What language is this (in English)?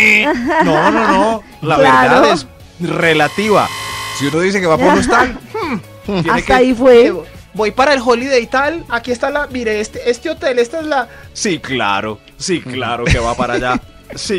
Spanish